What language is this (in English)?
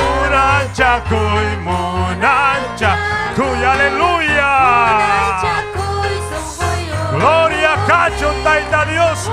Ayacucho Quechua